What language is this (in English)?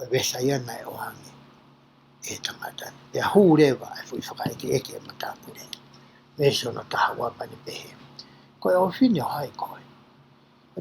Tongan